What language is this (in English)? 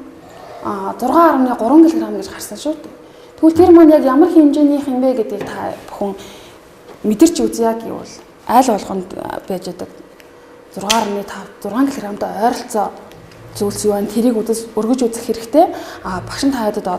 Mongolian